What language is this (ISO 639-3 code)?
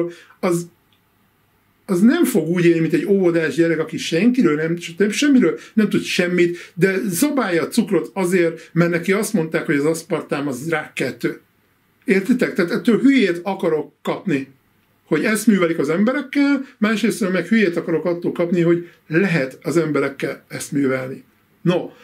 hun